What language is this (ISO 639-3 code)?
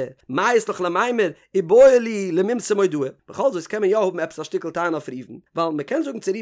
yid